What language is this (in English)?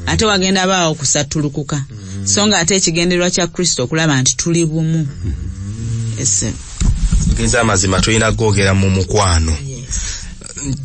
Ganda